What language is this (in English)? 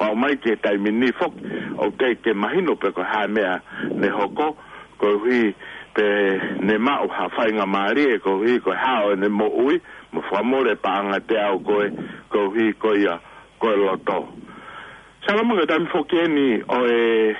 Tongan